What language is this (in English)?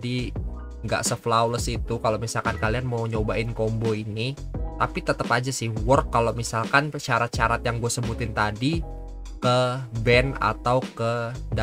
Indonesian